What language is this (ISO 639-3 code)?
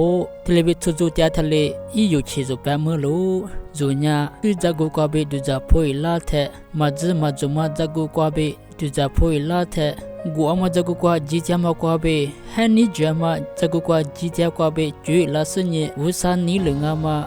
lis